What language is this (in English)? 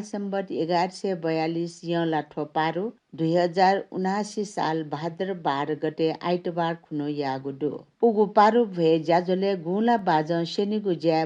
Newari